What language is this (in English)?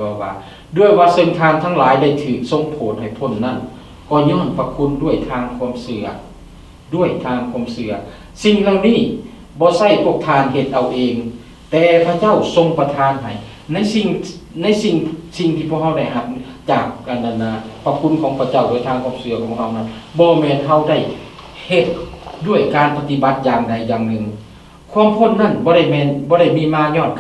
Lao